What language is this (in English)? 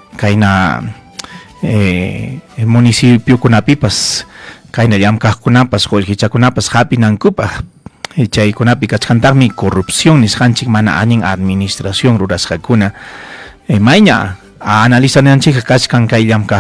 Ayacucho Quechua